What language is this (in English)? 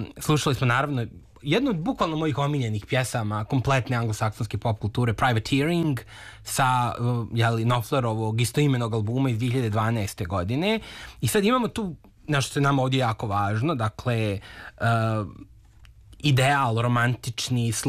Serbian